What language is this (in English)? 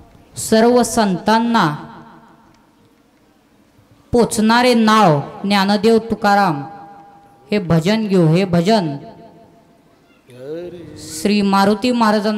Marathi